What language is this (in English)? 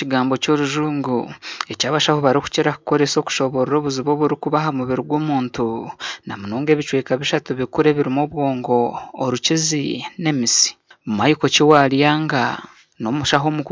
Nyankole